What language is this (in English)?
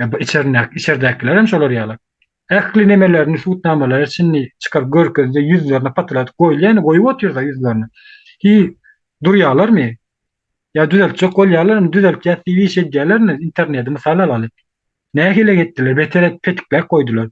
Turkmen